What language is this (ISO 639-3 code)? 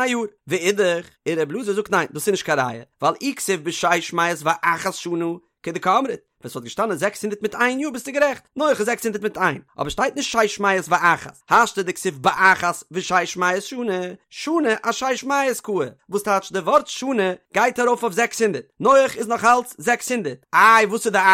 yid